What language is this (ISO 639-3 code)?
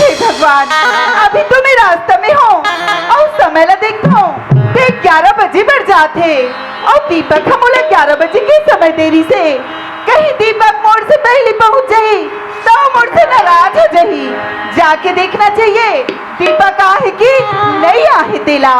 hne